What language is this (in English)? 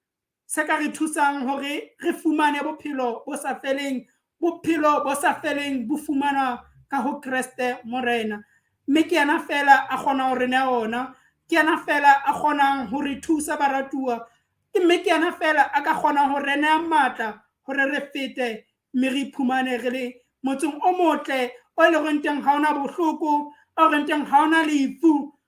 Southern Sotho